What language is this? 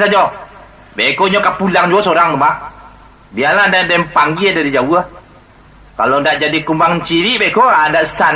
Minangkabau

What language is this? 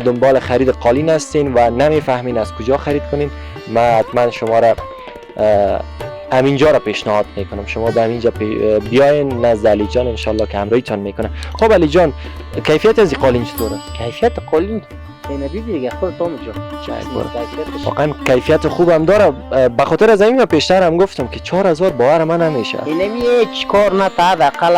Persian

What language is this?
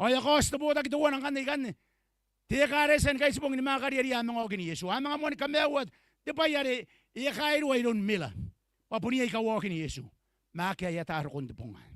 Gilbertese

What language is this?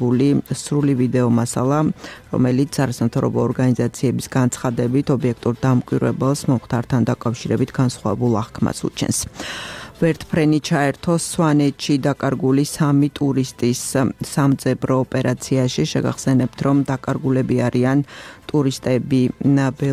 Georgian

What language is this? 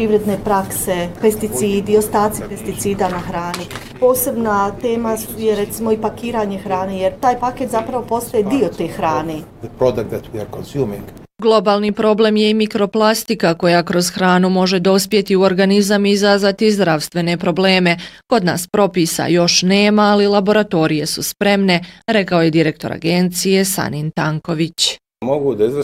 Bosnian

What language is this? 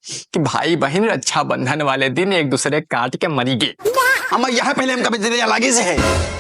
Awadhi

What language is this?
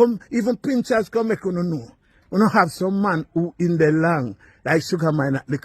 Jamaican Creole English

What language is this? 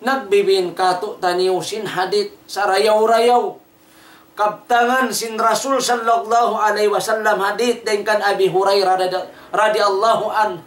Tausug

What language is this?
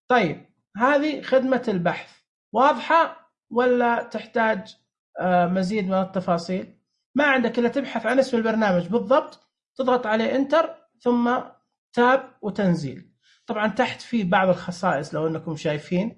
Najdi Arabic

